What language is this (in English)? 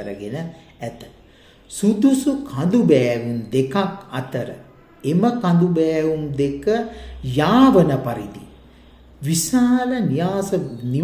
Sinhala